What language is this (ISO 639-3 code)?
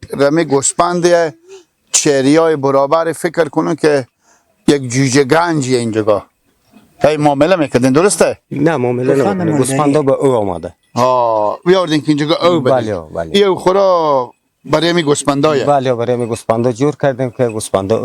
fas